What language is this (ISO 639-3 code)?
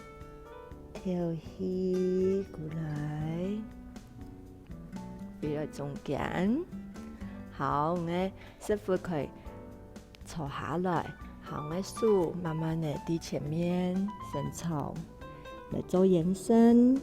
hak